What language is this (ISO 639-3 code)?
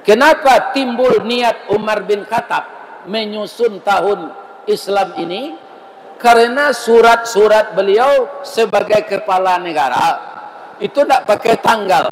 min